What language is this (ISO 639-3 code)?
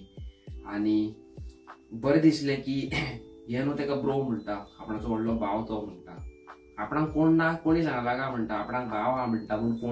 kok